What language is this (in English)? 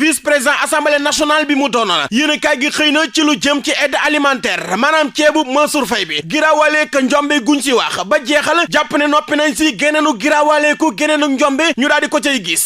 Wolof